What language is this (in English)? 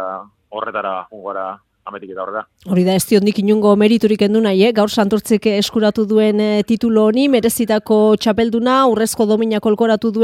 Basque